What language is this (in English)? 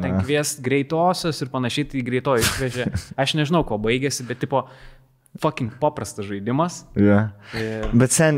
Lithuanian